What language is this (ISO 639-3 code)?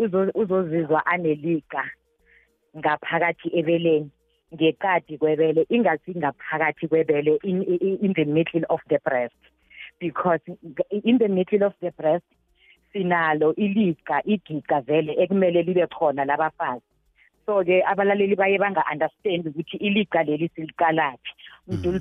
nbl